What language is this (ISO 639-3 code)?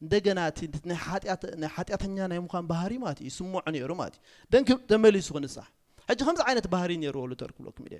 tir